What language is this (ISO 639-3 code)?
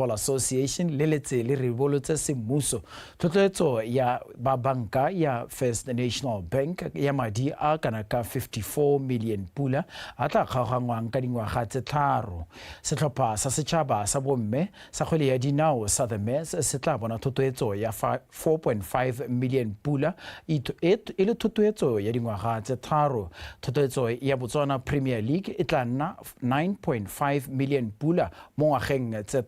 tsn